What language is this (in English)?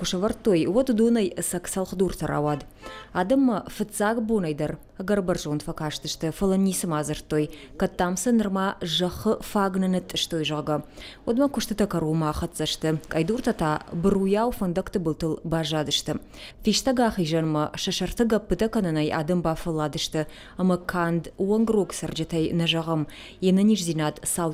Ossetic